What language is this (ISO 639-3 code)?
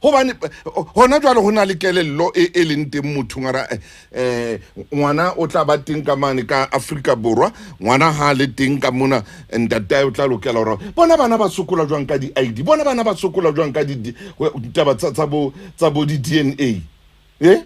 sot